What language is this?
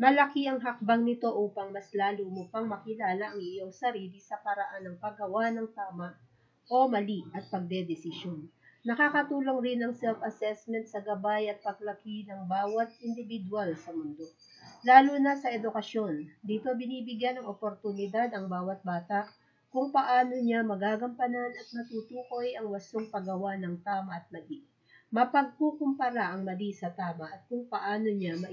Filipino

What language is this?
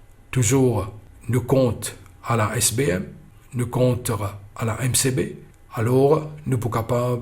Morisyen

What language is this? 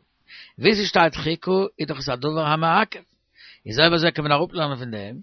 Yiddish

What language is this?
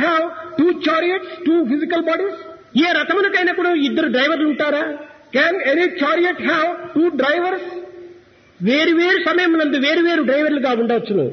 Telugu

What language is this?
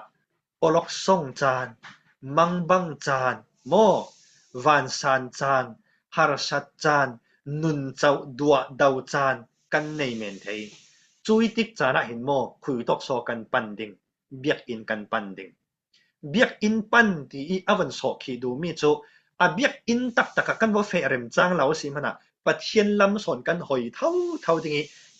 Falam Chin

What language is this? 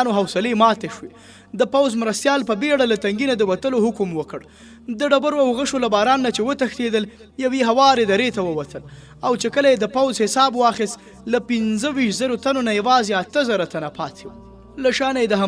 Pashto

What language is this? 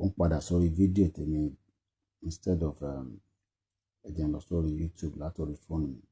Yoruba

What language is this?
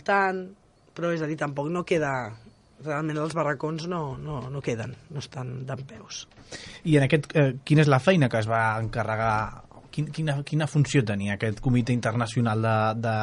Catalan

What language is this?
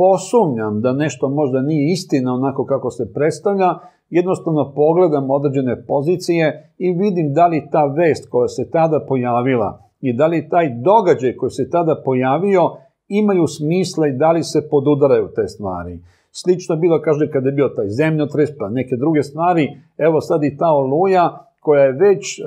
Serbian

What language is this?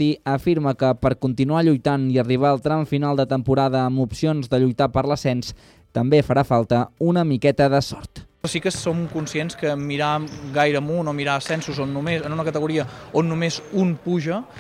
Catalan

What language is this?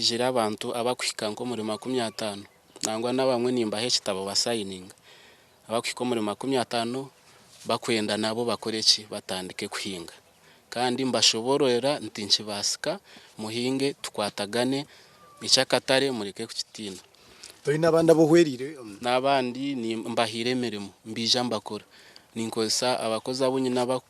Nyankole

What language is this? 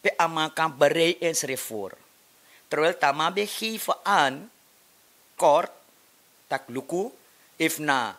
Sranan Tongo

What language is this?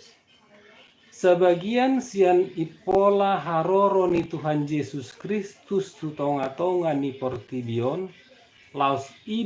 Batak Toba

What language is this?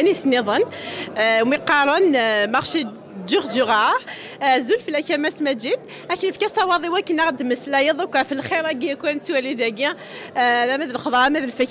Kabyle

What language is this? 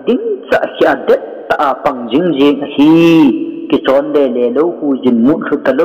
Thado Chin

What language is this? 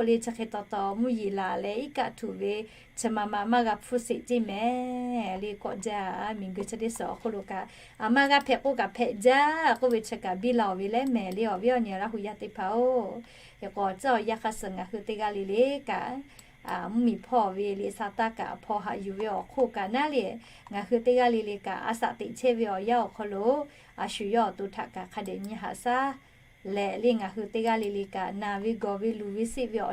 Lahu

